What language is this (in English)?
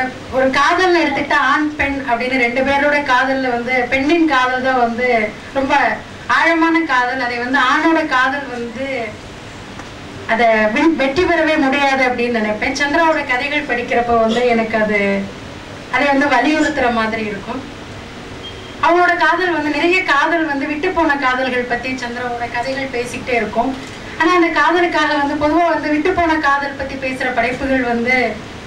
Tamil